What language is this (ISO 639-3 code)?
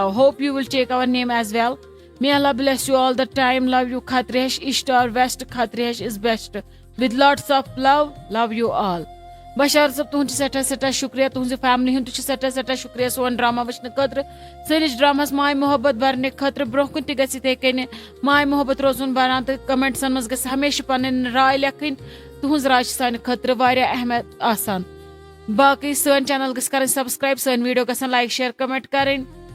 kas